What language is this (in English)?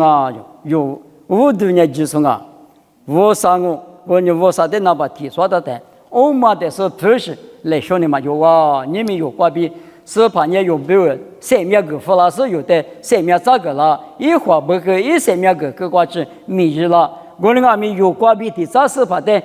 Lisu